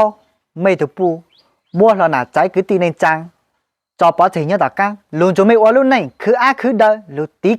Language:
Hmong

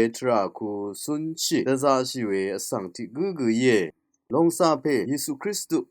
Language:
Rawang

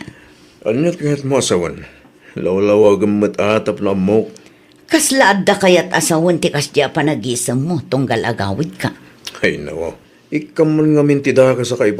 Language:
Iloko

